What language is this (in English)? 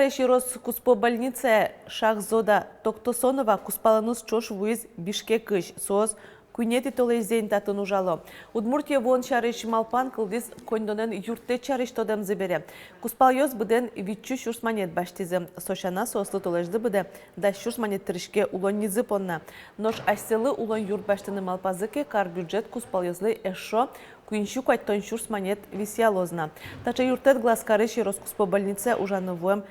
Udmurt